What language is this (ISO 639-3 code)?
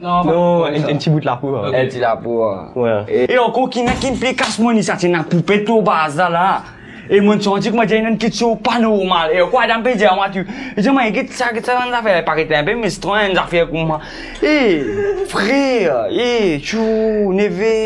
mfe